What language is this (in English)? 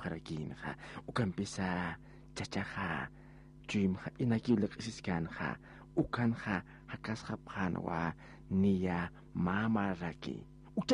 Aymara